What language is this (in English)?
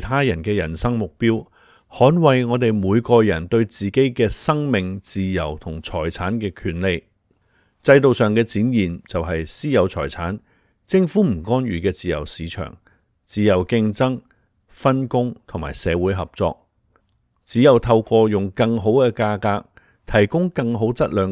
Cantonese